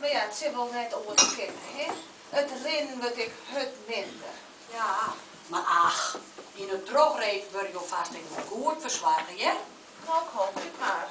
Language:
Western Frisian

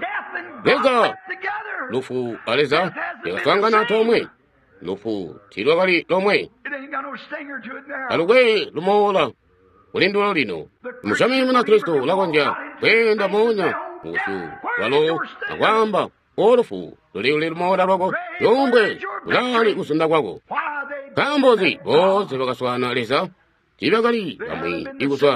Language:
Tonga (Zambia)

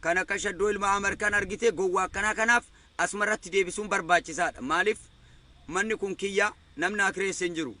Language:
Oromo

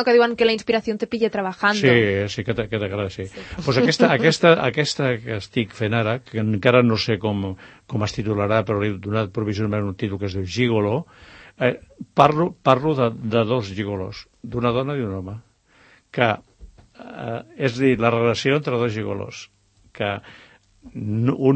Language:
Catalan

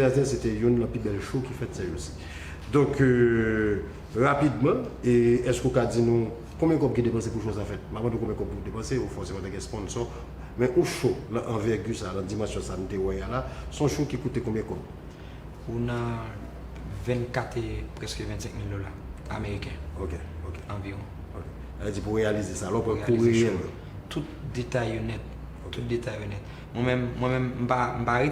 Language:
Haitian Creole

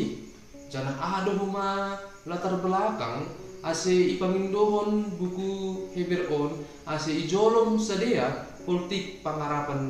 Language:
Batak Simalungun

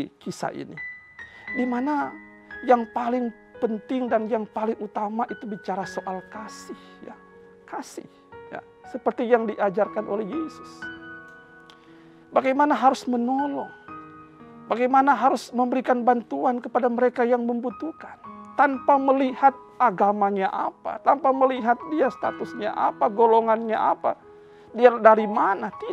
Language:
Indonesian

